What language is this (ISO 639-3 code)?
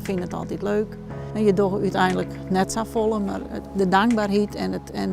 fry